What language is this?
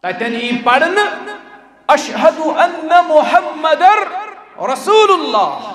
Kashmiri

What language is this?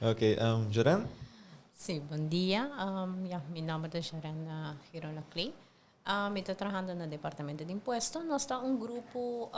Papiamento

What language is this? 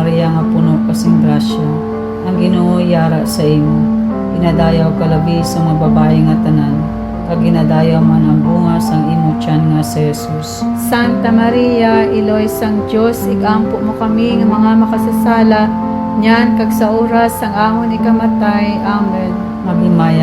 Hiligaynon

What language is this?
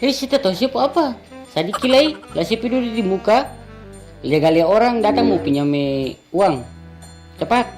Ambonese Malay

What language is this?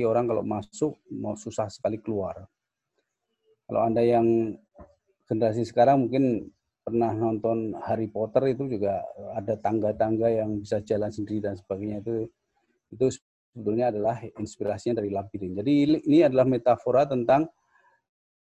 Indonesian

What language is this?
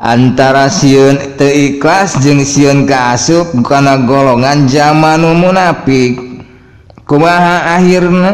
Sundanese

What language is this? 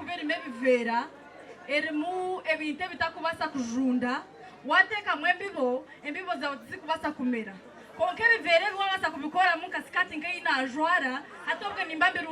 Nyankole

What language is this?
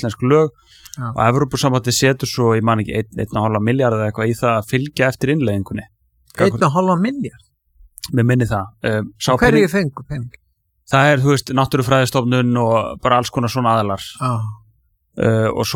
Icelandic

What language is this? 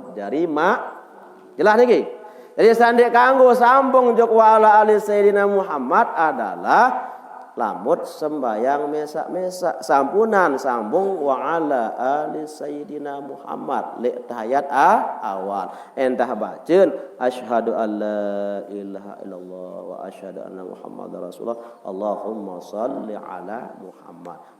Sasak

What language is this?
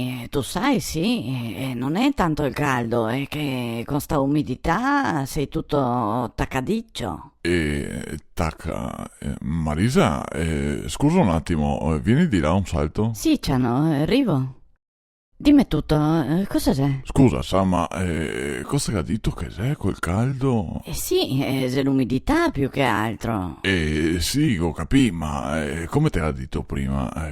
Venetian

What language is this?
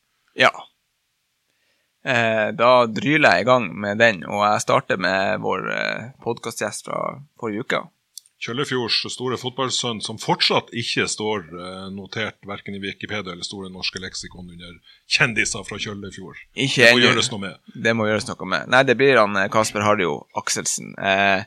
Norwegian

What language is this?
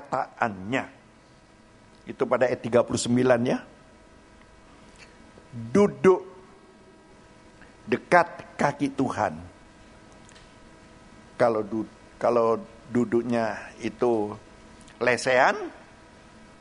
Indonesian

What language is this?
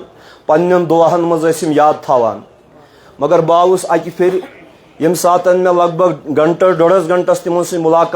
Kashmiri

